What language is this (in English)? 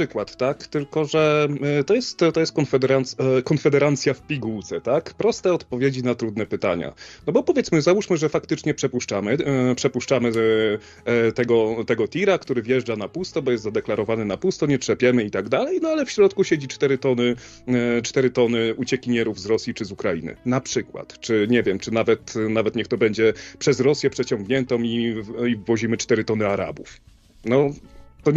Polish